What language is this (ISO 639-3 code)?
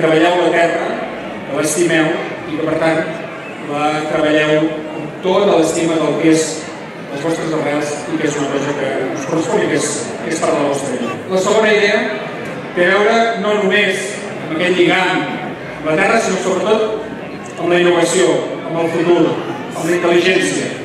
cat